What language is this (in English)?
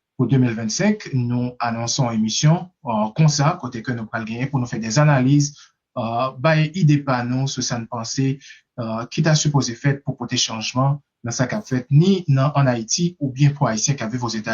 Haitian Creole